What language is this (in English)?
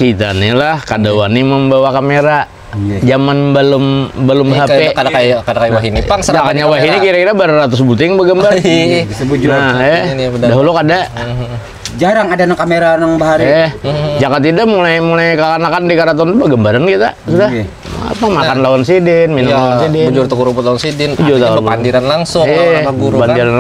Banjar